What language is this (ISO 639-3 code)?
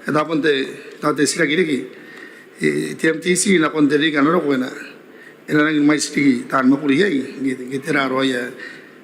gil